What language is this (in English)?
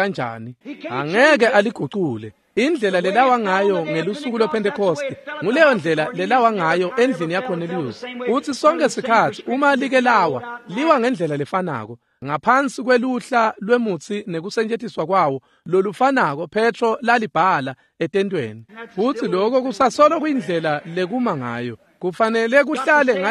Swati